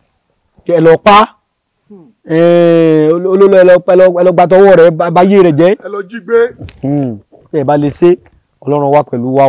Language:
Yoruba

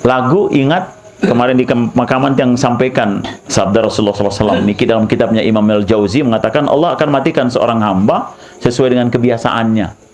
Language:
Sasak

